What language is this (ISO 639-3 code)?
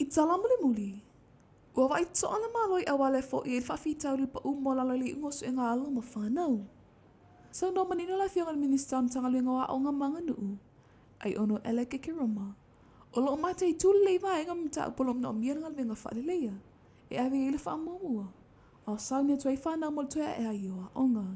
smo